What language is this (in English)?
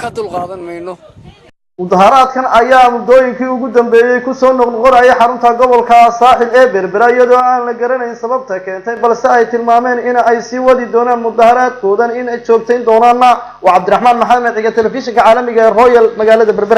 Somali